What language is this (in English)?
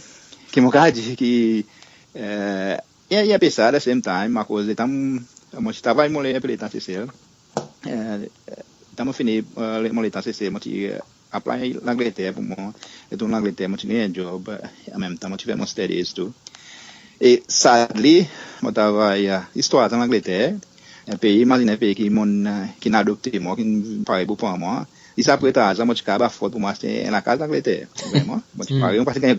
Seselwa Creole French